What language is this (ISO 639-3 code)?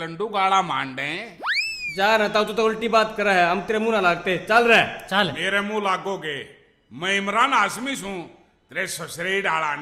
bgc